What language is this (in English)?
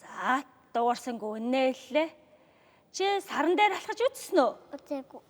Mongolian